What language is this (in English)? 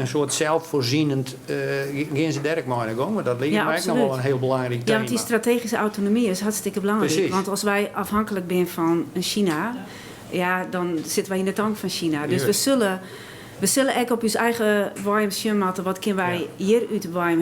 Western Frisian